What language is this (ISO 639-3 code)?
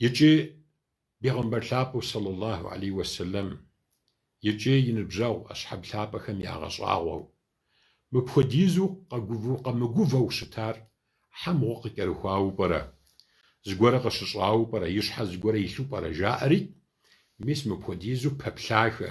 kbd